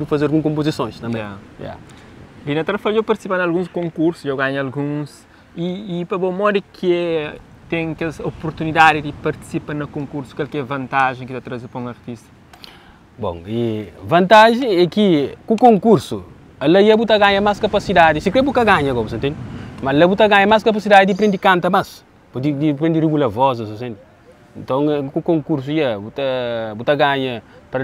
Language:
Kabuverdianu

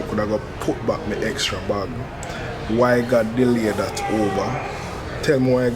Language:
Jamaican Creole English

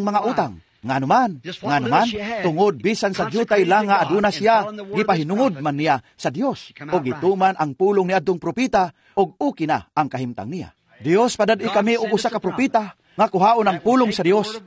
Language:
Cebuano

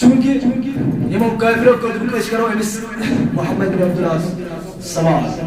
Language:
Kashmiri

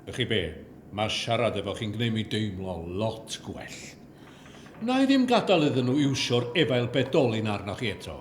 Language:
Welsh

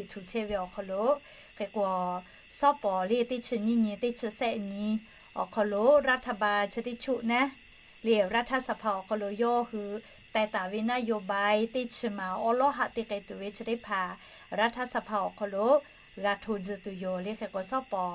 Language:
Lahu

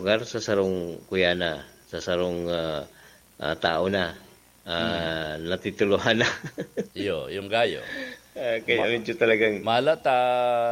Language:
Bikol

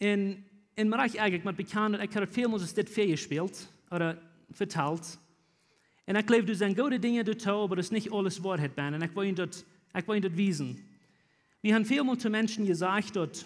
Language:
Plautdietsch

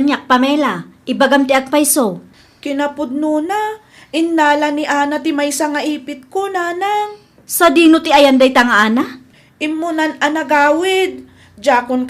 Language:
Iloko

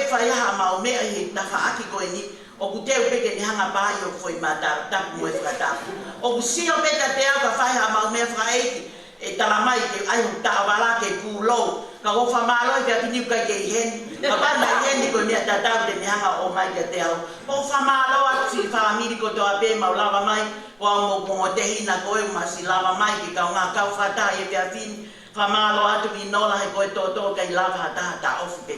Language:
Tongan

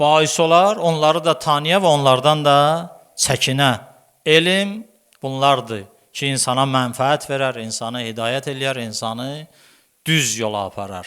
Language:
Azerbaijani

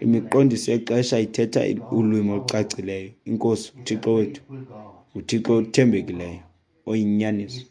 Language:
Xhosa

